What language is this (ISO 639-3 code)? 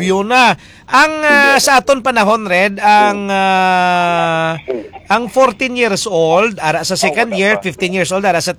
hil